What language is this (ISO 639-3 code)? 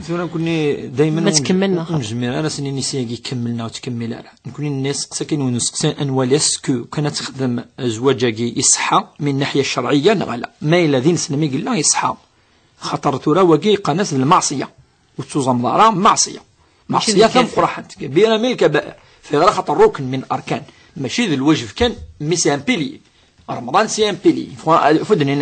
kab